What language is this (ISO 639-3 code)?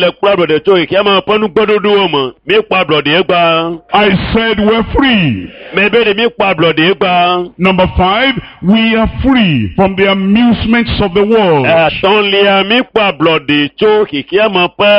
ewe